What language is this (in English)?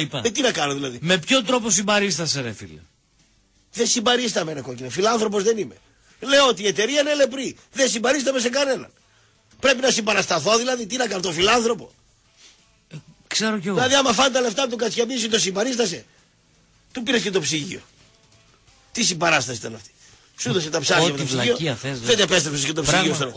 Greek